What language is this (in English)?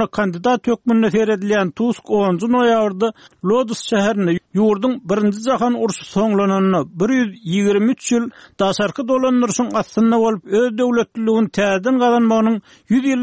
Turkmen